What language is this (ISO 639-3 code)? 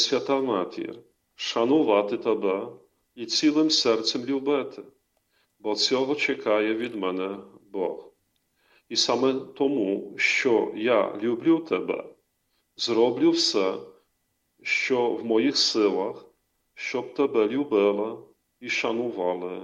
ukr